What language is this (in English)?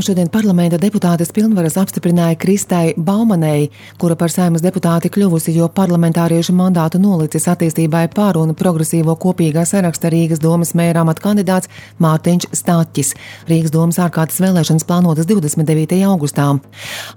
Latvian